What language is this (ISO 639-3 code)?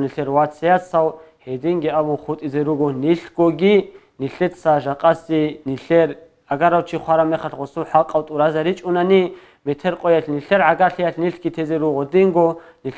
ava